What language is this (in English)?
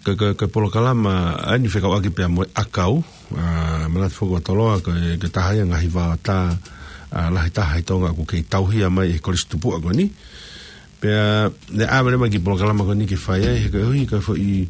Tongan